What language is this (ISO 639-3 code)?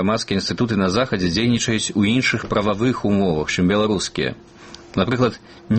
bel